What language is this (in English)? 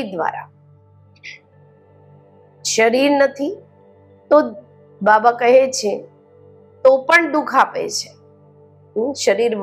Gujarati